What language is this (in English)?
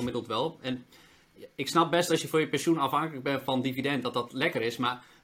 Dutch